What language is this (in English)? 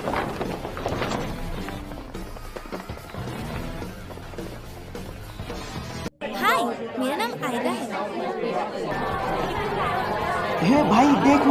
Hindi